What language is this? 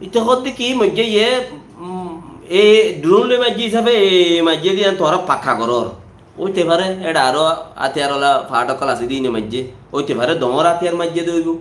Rohingya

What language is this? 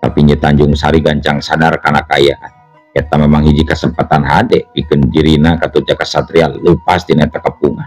Sundanese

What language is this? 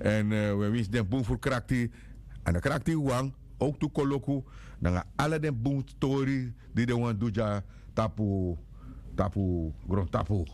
Sranan Tongo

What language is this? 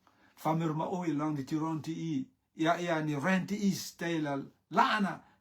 Rotuman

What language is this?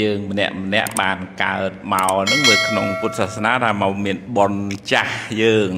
Khmer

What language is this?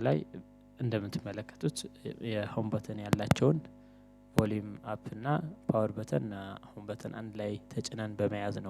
Amharic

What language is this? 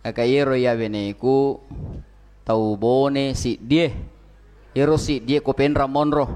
Buginese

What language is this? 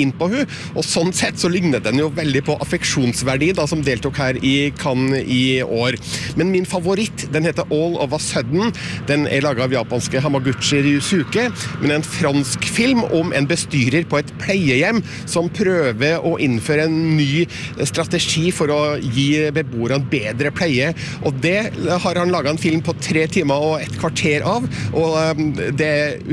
Norwegian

